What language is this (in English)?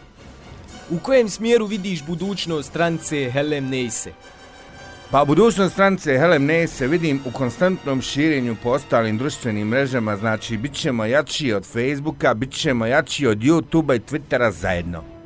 Bosnian